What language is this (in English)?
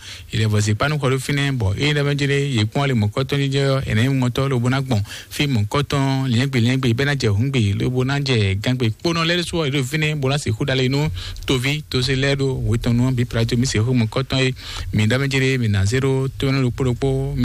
Fon